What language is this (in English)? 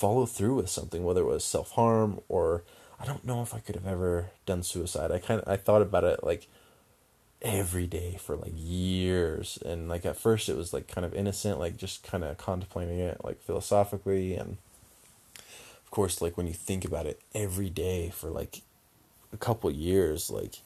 English